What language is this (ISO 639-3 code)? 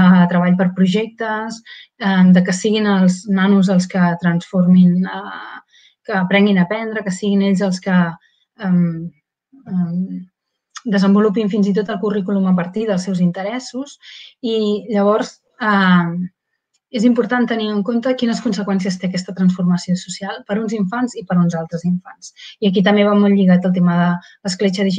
cat